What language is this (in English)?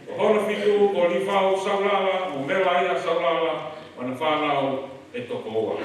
Tongan